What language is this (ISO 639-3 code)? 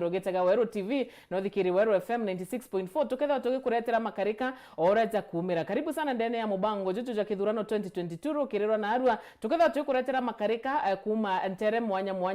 mer